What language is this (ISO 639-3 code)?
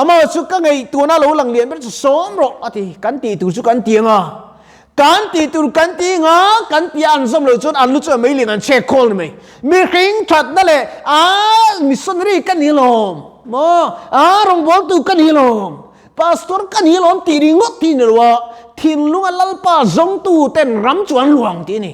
lus